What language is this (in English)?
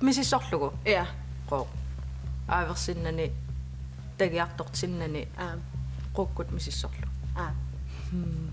Kalaallisut